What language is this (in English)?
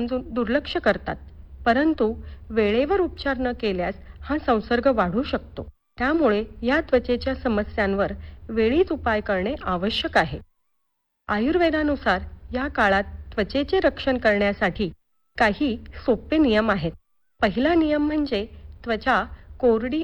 Marathi